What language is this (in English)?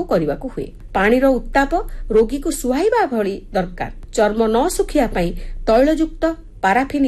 Odia